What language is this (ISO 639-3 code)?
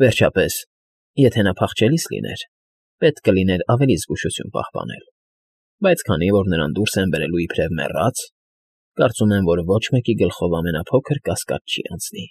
hye